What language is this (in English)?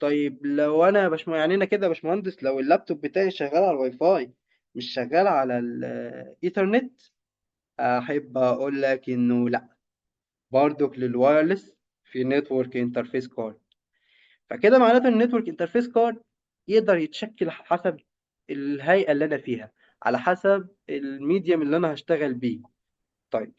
Egyptian Arabic